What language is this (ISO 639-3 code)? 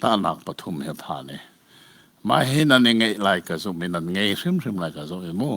cnh